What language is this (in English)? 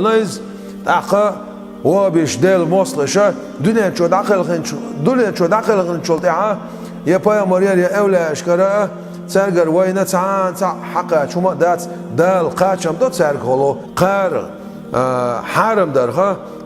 Chechen